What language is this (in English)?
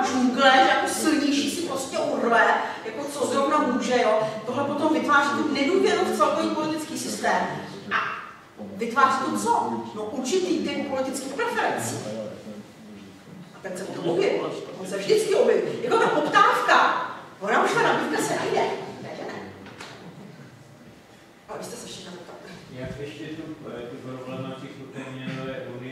Czech